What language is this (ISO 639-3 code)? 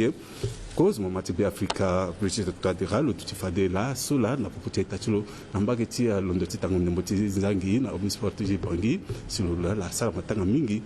sag